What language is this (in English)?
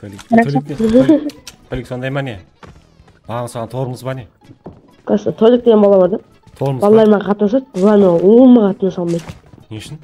Kara-Kalpak